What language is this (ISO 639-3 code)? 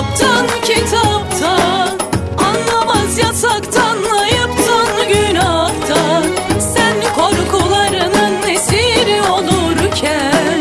tur